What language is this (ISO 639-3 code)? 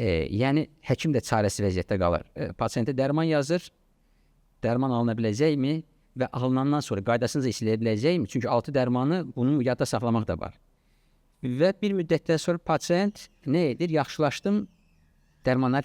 aze